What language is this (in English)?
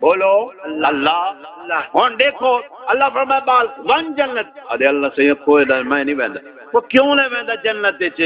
Saraiki